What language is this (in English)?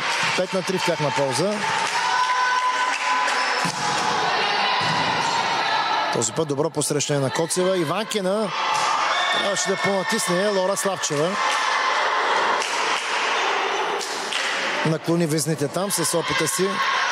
Bulgarian